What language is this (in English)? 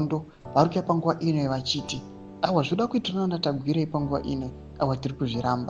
Shona